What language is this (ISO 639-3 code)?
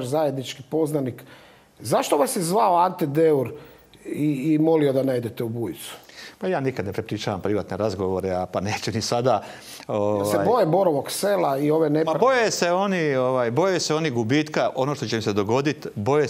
hrv